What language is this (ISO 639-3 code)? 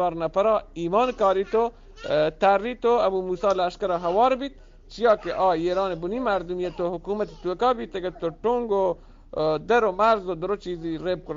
bgp